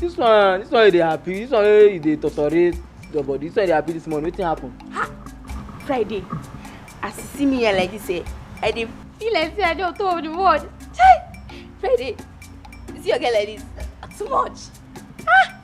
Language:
Nigerian Pidgin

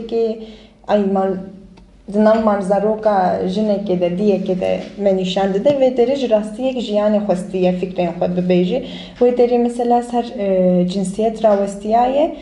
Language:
Kurdish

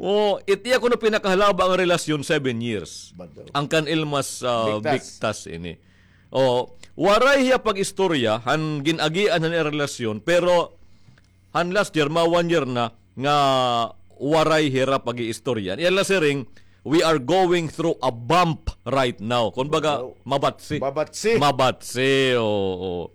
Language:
Waray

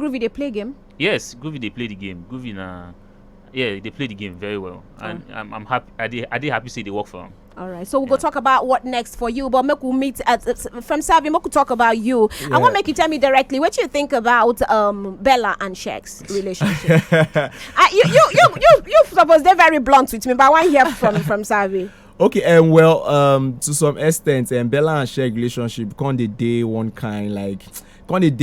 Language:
Nigerian Pidgin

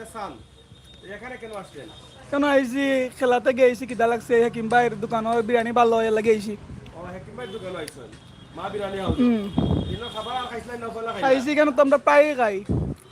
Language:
Sylheti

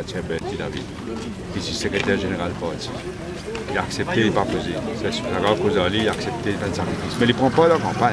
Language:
Morisyen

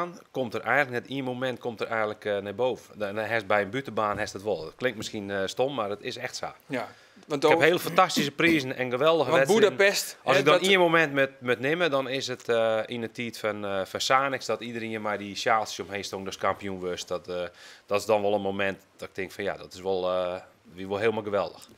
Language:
Western Frisian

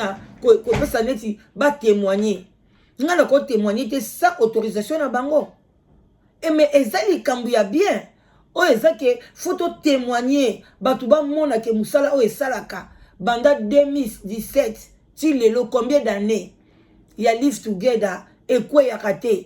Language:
Lingala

